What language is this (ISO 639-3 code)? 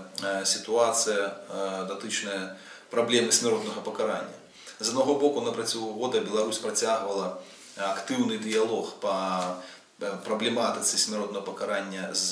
bel